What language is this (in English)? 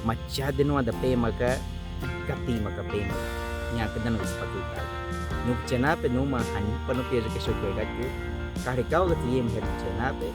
Baniwa